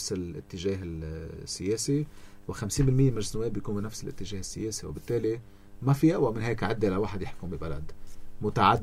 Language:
North Levantine Arabic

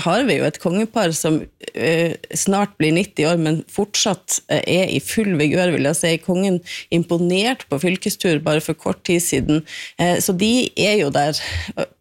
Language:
Norwegian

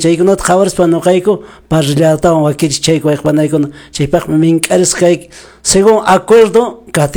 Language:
Quechua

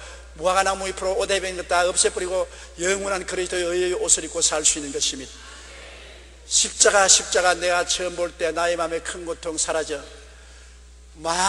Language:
Korean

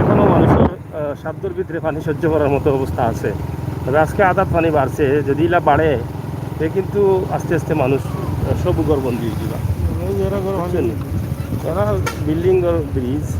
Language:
Sylheti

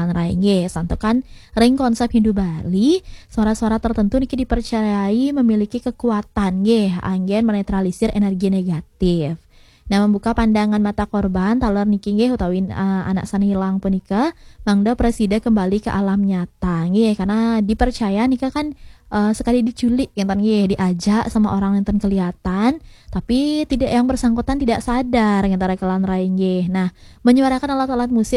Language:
Balinese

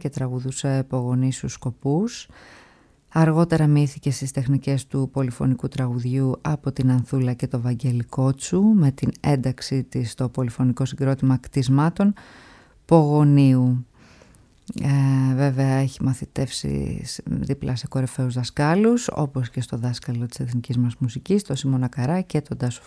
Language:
Greek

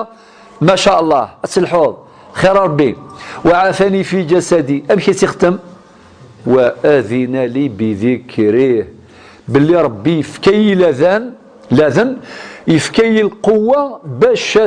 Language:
Kabyle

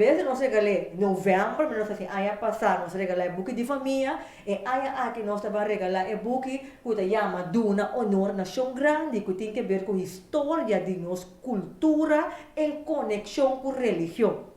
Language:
Papiamento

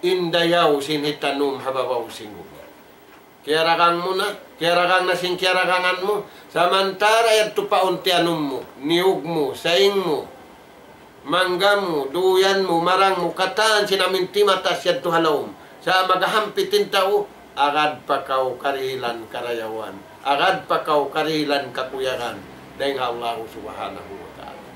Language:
Tausug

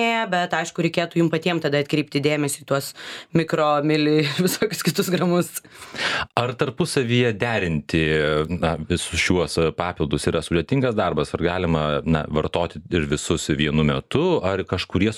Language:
Lithuanian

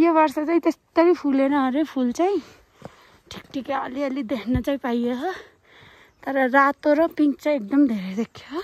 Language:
Nepali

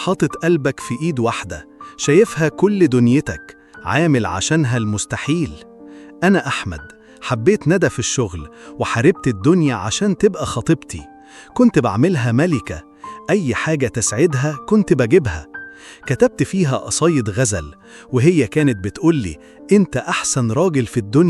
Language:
Egyptian Arabic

